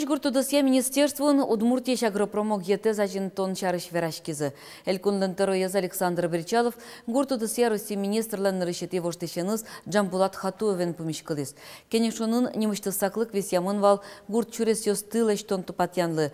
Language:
Udmurt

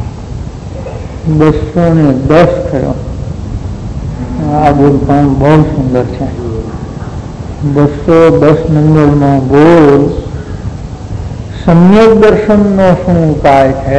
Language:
Gujarati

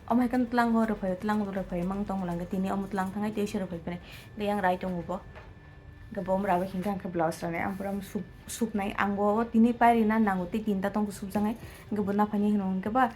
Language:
Kok Borok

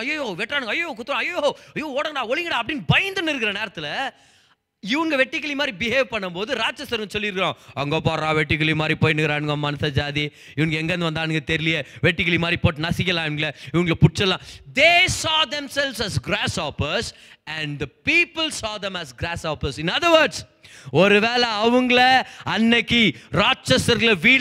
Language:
Tamil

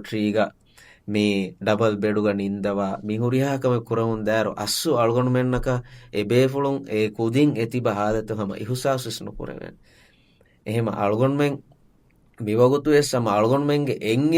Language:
Divehi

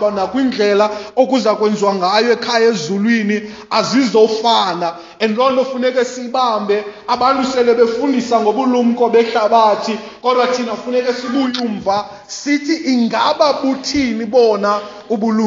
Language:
Xhosa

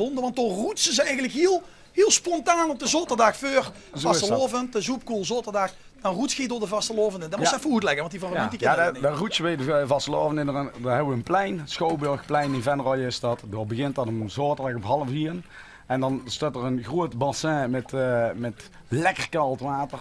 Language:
Limburgish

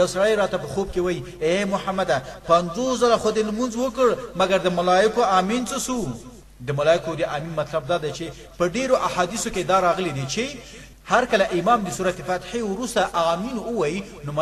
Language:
Pashto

